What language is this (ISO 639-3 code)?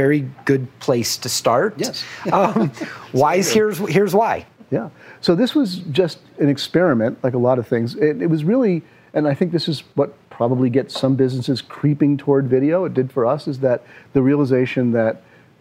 eng